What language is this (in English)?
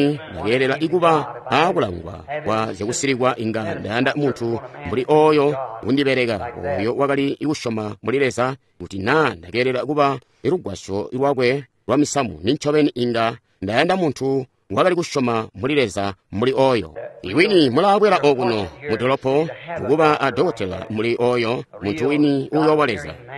Tonga (Zambia)